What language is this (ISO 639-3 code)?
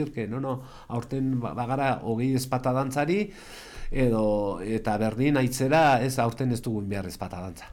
eus